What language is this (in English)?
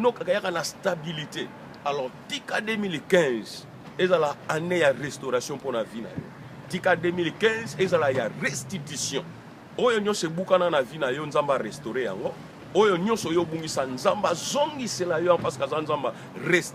Lingala